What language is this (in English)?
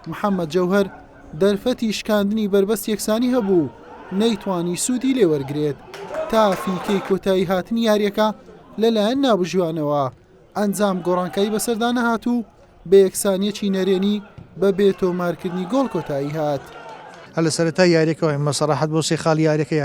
Central Kurdish